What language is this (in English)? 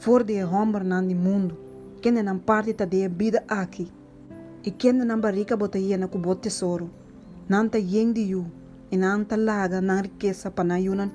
Papiamento